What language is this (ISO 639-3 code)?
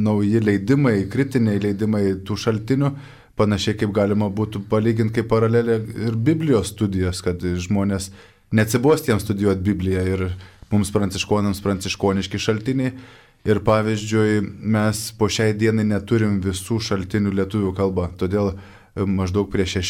lit